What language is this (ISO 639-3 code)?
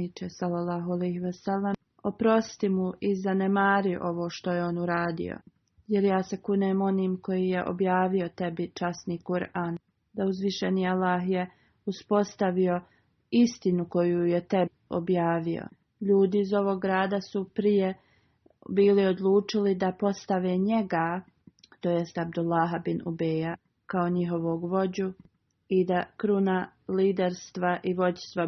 bos